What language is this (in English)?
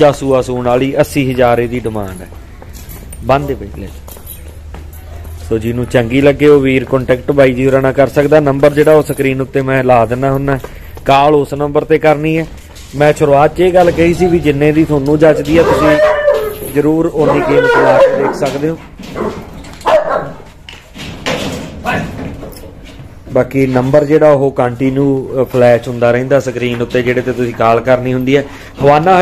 Punjabi